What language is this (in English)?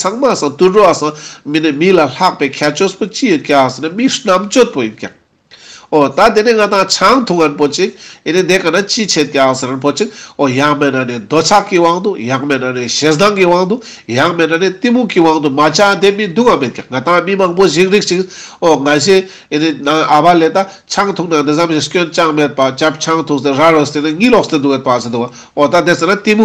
Ladakhi